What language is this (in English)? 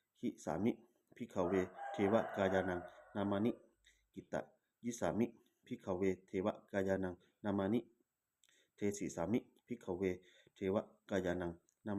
Pali